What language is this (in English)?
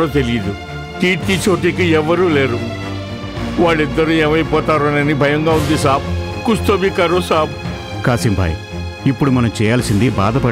Telugu